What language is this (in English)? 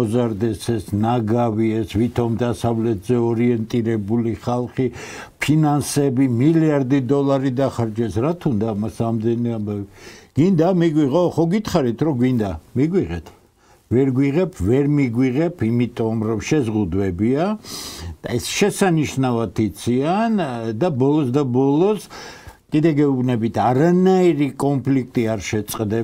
Georgian